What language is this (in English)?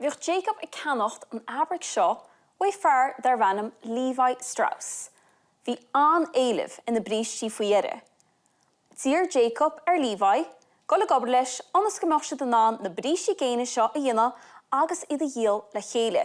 Irish